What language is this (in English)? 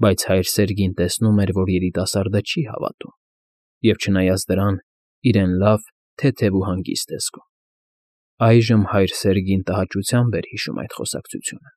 Armenian